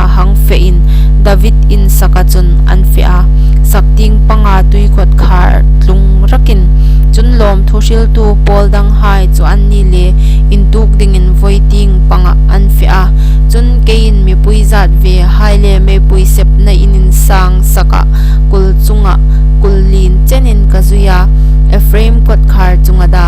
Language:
Hmar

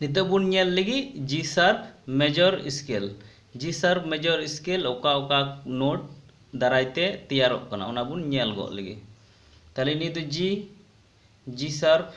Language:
Santali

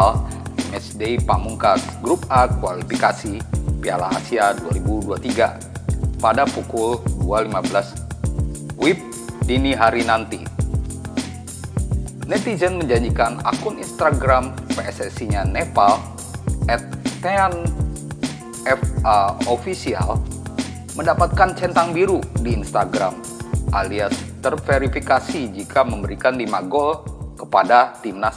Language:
Indonesian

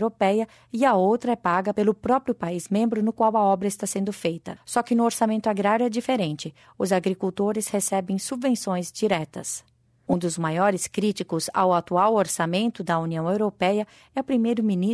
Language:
Portuguese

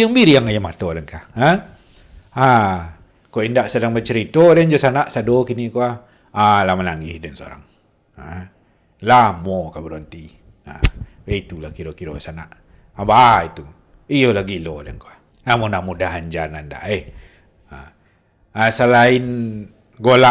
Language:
Minangkabau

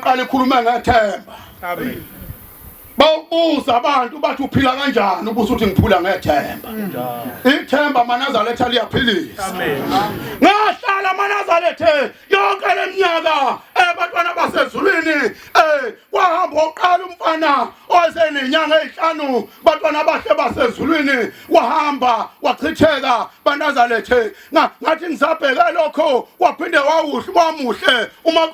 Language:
Zulu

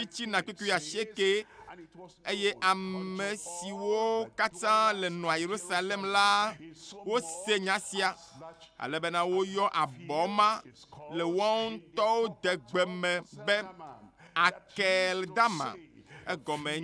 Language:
Ewe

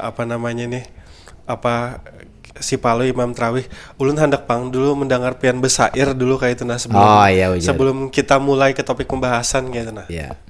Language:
Banjar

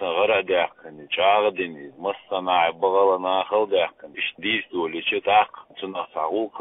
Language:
Chechen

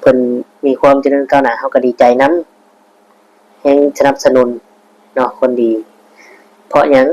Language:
Northeastern Thai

